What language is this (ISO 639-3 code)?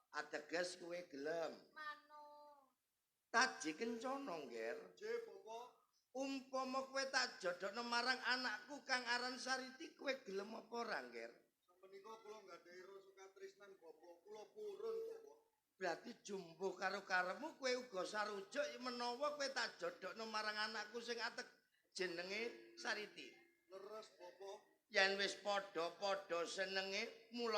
jav